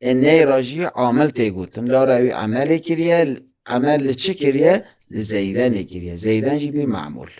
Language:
Kurdish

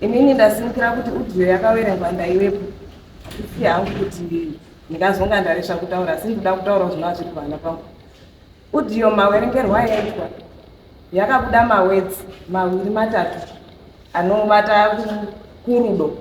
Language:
Shona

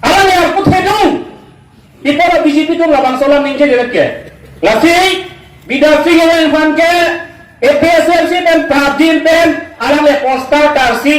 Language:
Karbi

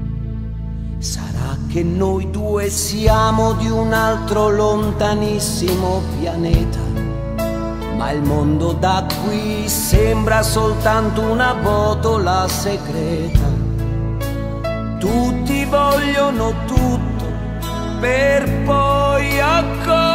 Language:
Italian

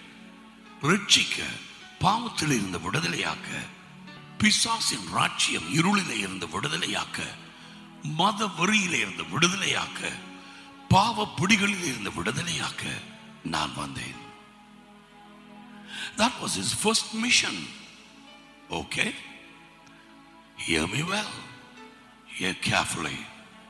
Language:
Tamil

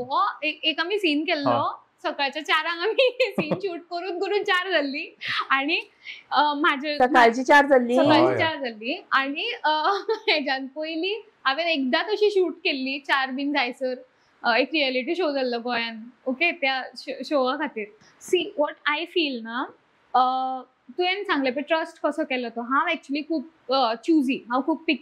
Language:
Konkani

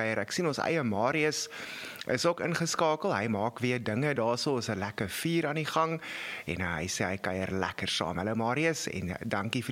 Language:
Afrikaans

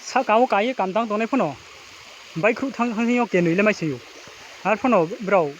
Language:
Riang (India)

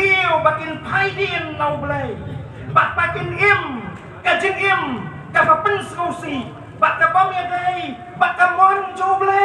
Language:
Khasi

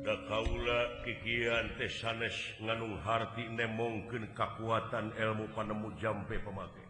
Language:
Sundanese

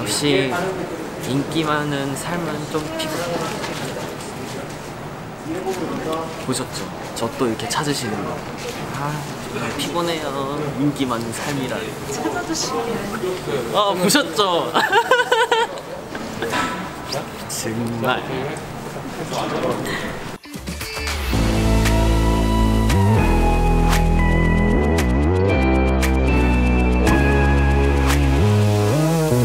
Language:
Korean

